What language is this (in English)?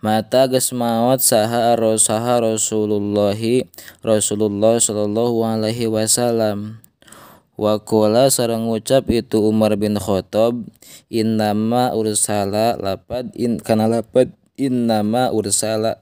Sundanese